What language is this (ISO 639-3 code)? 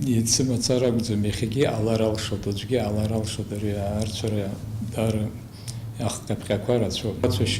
abk